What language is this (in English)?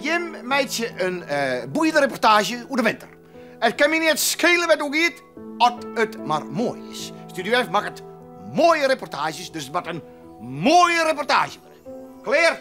Western Frisian